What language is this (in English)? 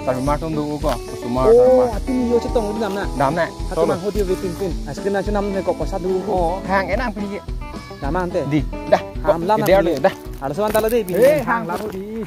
Karbi